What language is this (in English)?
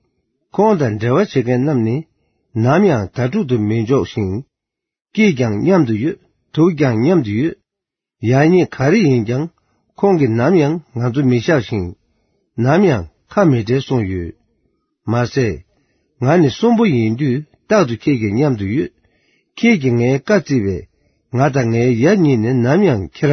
Tibetan